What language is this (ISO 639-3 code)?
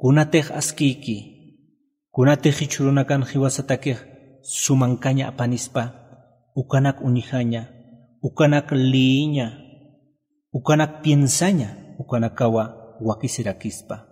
aym